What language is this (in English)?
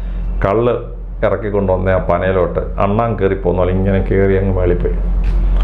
Malayalam